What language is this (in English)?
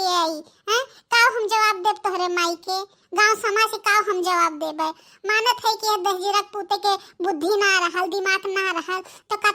Bhojpuri